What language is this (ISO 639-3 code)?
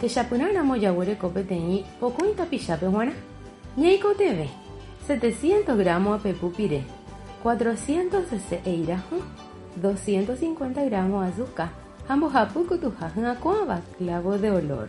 grn